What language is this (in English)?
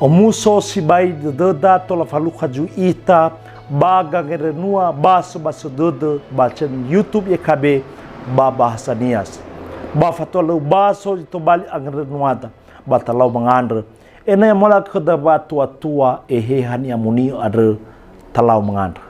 Nias